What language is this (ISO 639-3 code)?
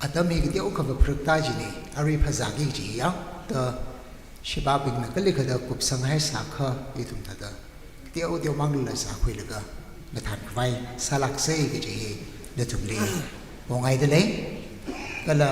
nmf